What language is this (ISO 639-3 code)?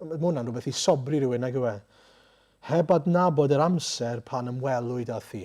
cym